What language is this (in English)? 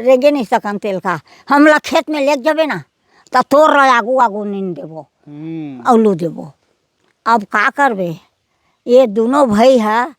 Chhattisgarhi